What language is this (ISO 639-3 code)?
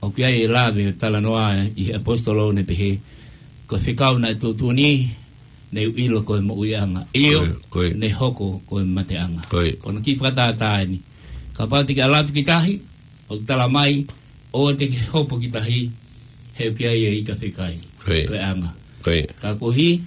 ton